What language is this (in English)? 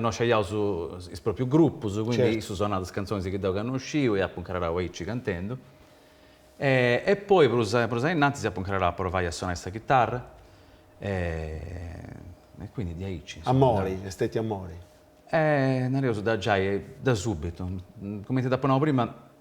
Sardinian